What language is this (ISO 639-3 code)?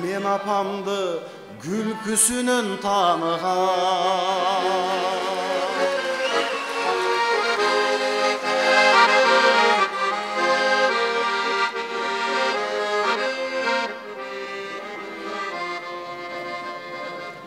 kir